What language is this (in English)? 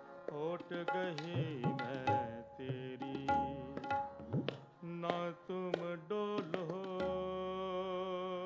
Hindi